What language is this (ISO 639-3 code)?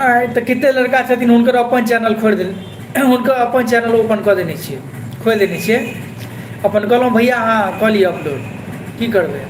mai